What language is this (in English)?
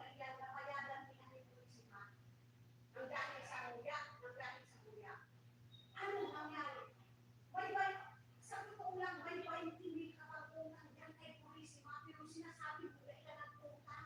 Bikol